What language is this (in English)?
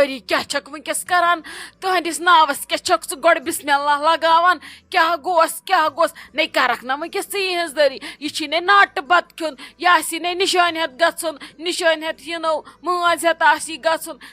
Kashmiri